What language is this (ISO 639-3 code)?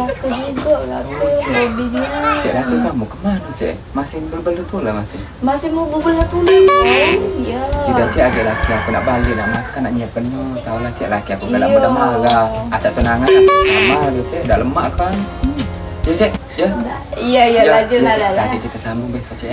mui